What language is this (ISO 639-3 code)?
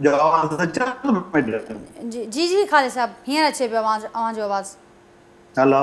snd